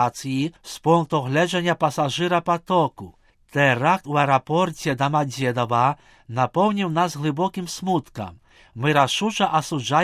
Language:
Belarusian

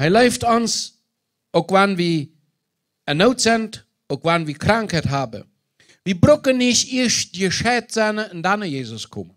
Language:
Plautdietsch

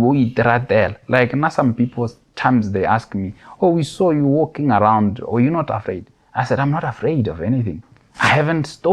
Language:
Tswana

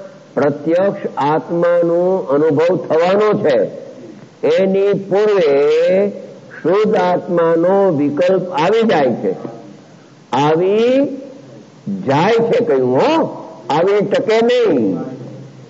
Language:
Gujarati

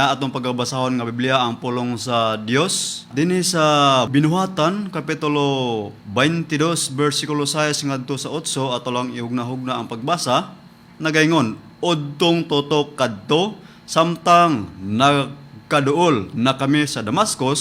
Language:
Cebuano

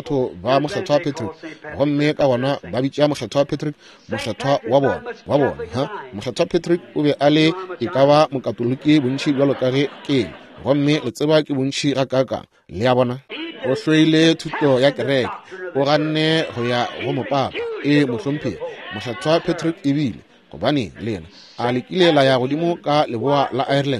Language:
Northern Sotho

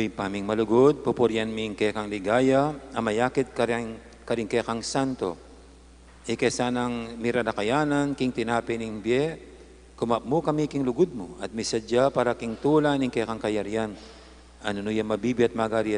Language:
Pampanga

